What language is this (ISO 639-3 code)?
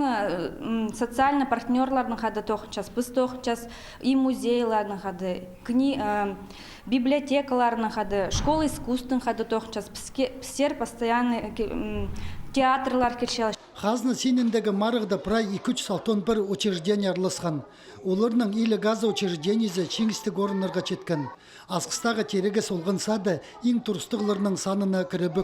kjh